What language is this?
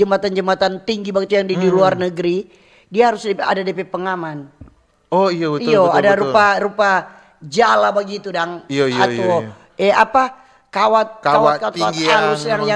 Manado Malay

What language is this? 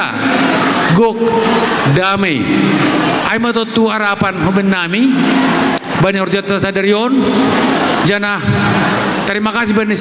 Batak Simalungun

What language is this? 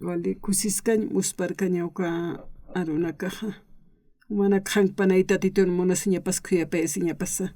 Aymara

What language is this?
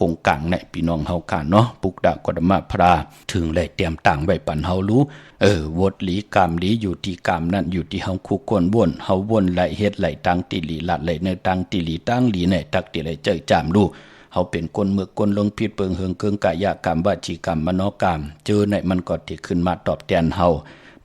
Shan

